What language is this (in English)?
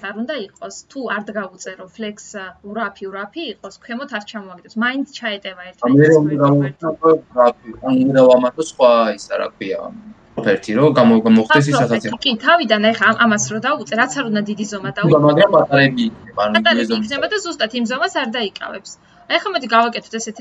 Georgian